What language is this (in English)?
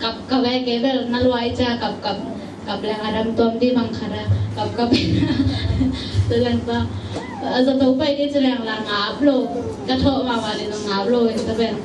Tedim Chin